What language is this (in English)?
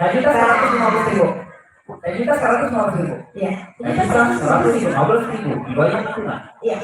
Banjar